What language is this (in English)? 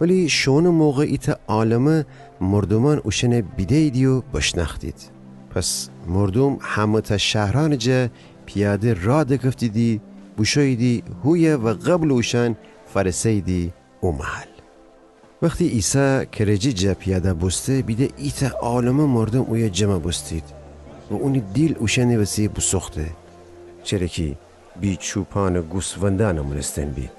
Gilaki